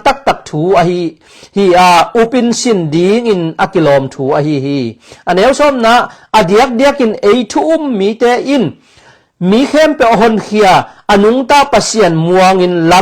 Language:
Tedim Chin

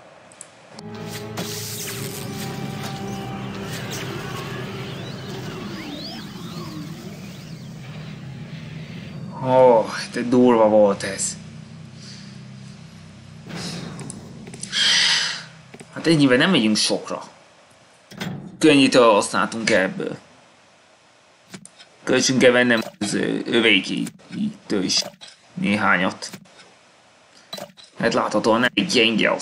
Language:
Hungarian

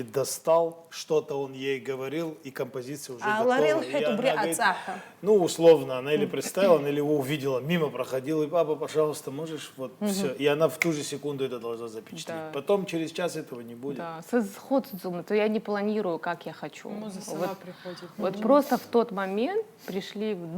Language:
Abkhazian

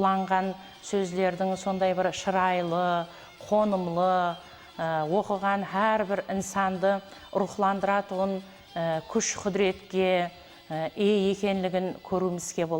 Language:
Kara-Kalpak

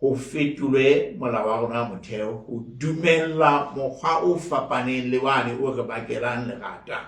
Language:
Southern Sotho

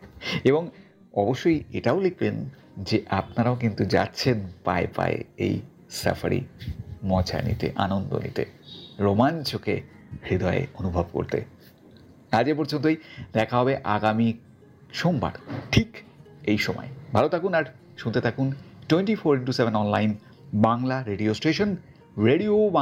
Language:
Bangla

